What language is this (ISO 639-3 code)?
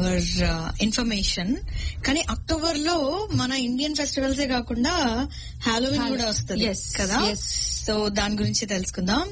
tel